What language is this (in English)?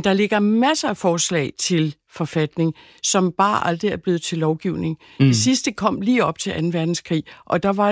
Danish